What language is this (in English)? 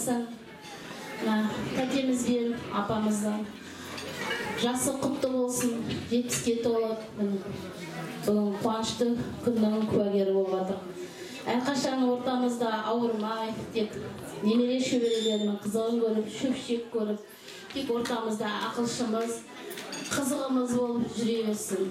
Kazakh